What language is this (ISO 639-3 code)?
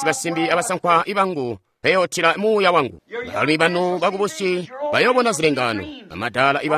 toi